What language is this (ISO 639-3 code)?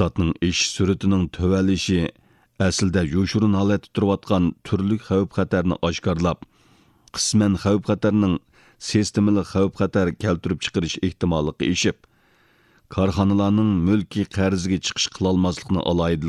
uig